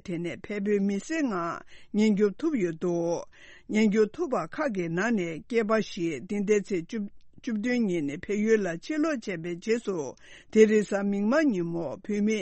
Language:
Tibetan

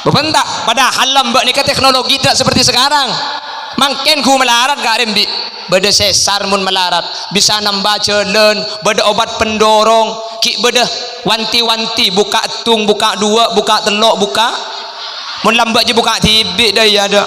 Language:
Madurese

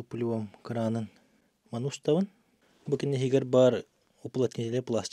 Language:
Yakut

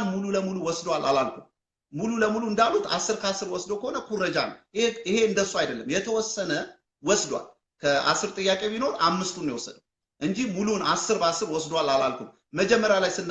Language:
Amharic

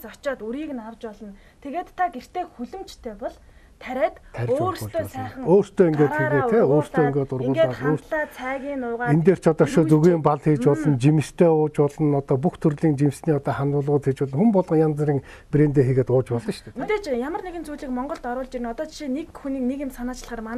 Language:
Mongolian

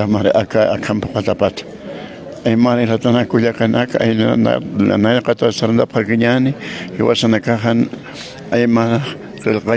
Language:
Aymara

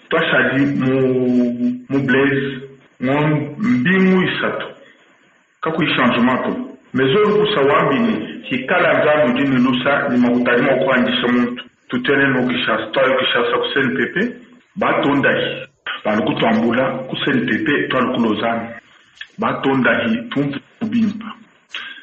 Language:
Luba-Lulua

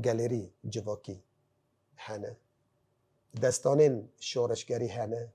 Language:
Kurdish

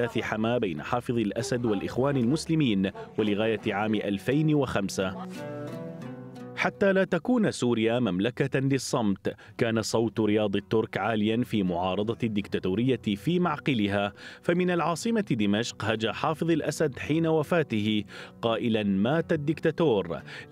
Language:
Arabic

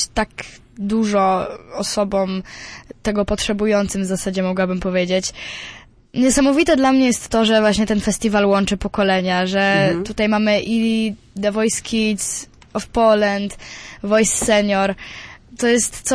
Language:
Polish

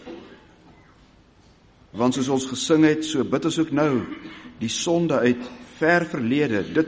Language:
Afrikaans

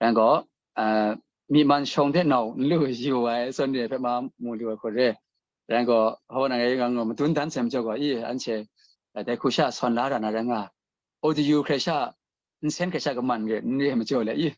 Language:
Kachin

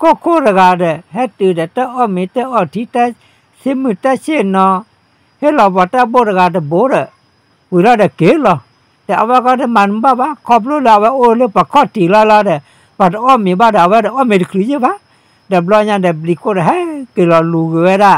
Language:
S'gaw Karen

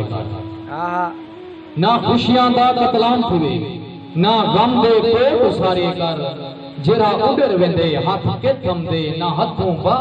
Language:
Saraiki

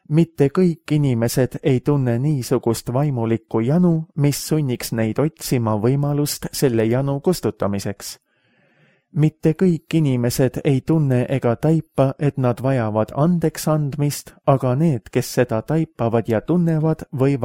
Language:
Estonian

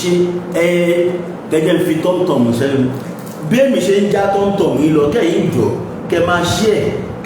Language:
Yoruba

